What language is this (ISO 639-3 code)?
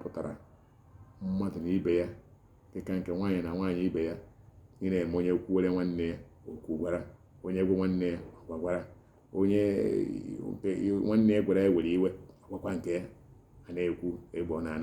ibo